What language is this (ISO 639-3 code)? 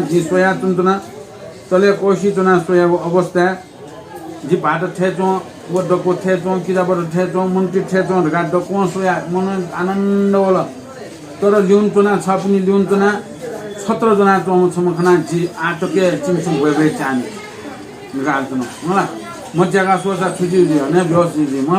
new